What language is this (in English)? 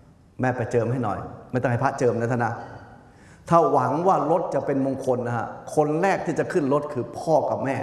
Thai